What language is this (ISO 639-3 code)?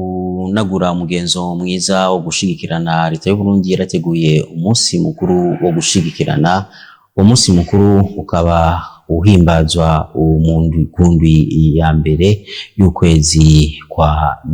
run